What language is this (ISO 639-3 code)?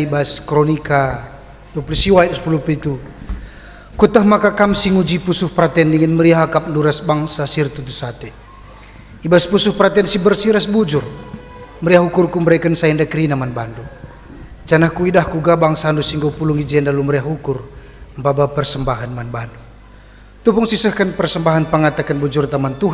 btx